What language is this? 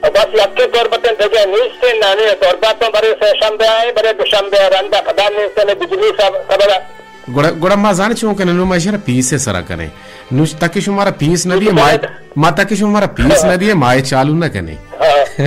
Baluchi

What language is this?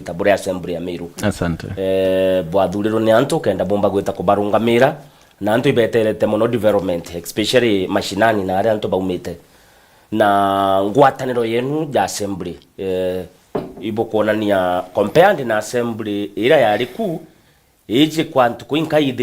Meru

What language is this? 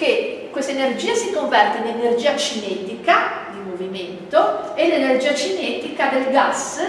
Italian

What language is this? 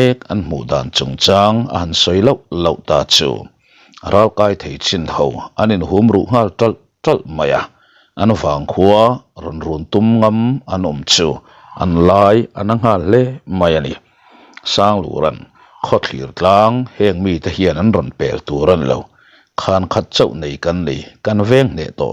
Mizo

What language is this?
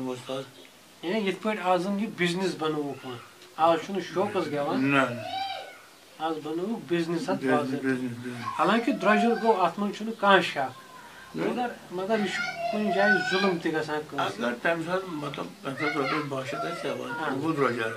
Kashmiri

